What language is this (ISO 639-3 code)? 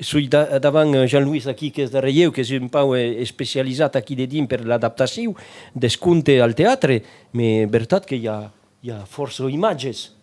oci